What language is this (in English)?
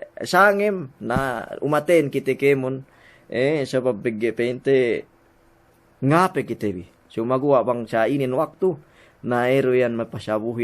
Yakan